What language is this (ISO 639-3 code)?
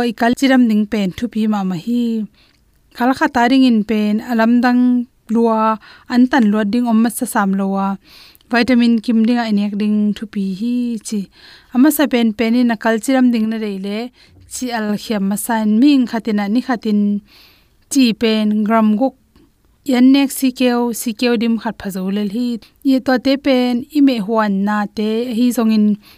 ctd